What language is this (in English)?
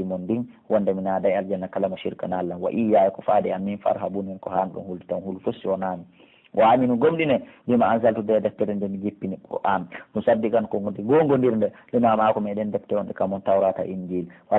Pular